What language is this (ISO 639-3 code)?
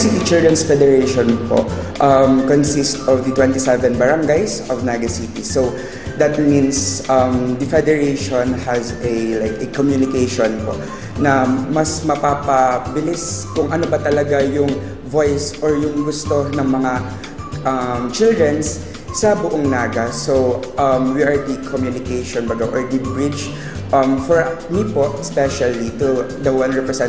bik